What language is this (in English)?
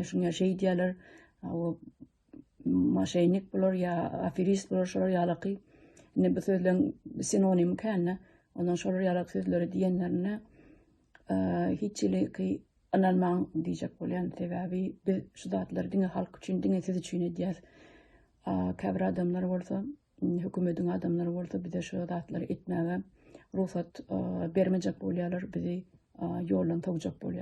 Turkmen